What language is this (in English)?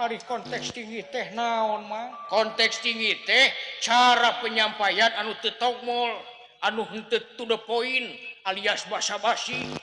Sundanese